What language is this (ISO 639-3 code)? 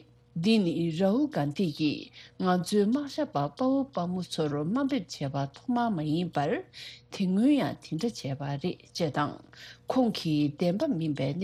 bod